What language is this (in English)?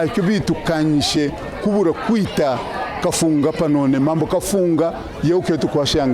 Kaonde